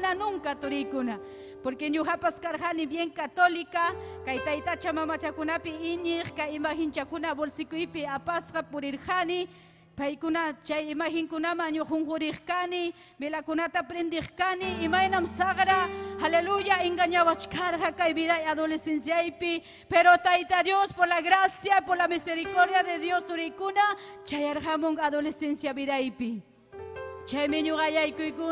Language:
Ayacucho Quechua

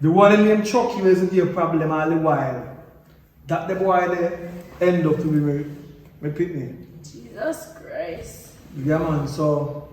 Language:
Jamaican Creole English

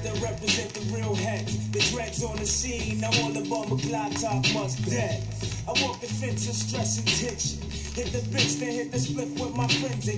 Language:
English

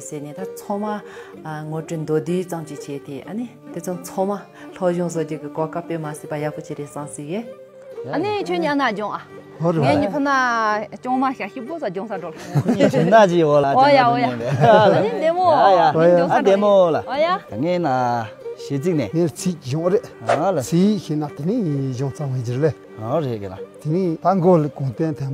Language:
Tibetan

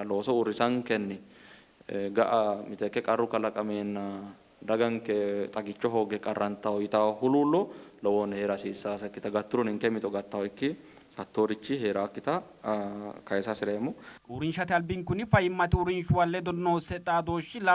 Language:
Sidamo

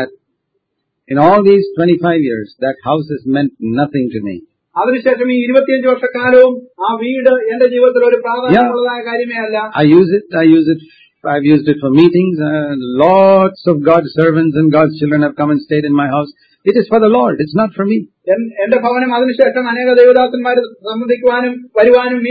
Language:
Malayalam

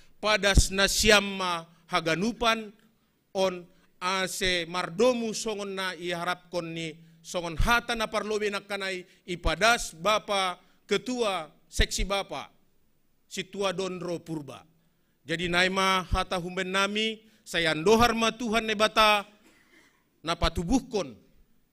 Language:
Batak Simalungun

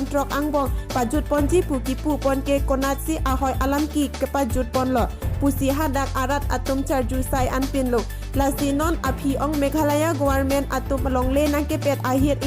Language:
Karbi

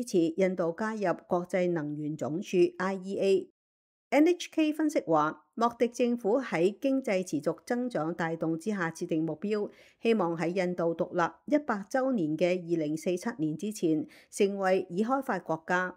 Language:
Cantonese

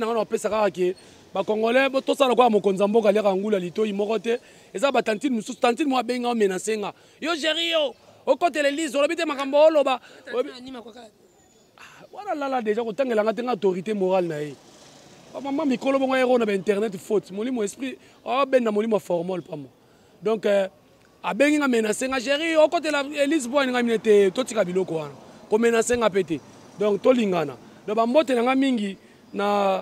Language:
Lingala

